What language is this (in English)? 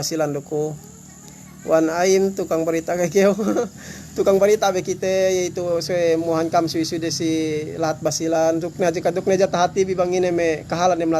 Yakan